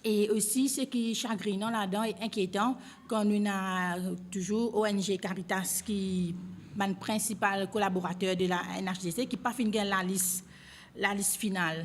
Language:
Morisyen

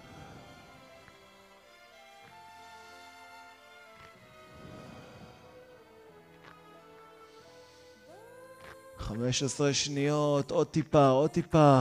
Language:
Hebrew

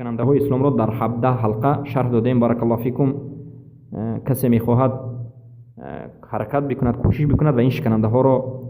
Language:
Persian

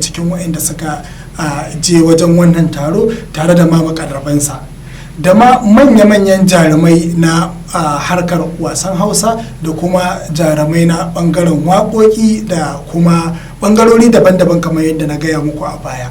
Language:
Hausa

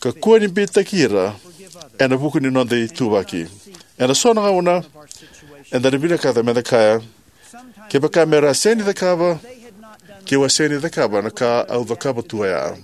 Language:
Fijian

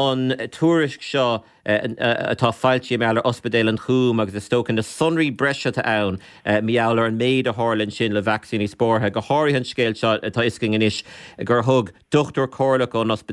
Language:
Irish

